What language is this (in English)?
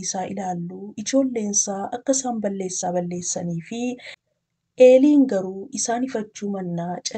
Oromo